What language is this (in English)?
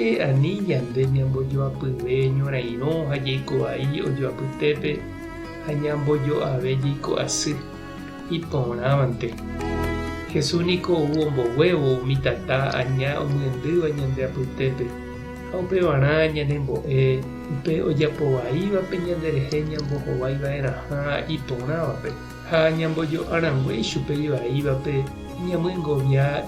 Guarani